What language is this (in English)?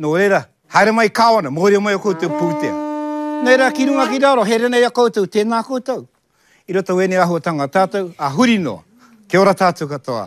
Māori